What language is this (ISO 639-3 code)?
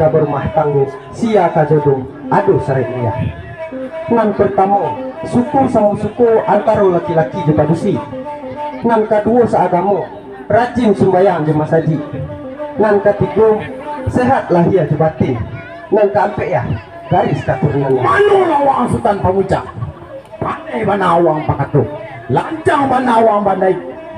min